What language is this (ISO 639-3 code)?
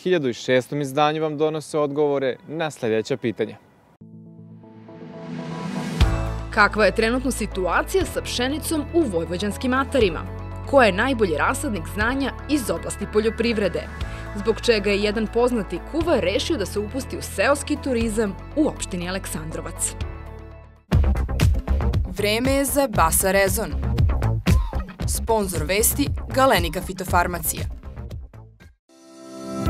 srp